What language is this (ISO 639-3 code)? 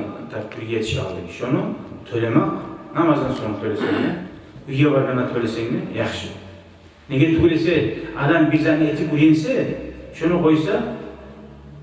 kum